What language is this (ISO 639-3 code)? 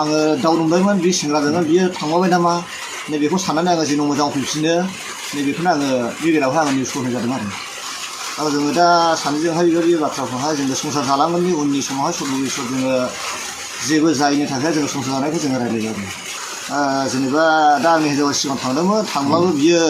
brx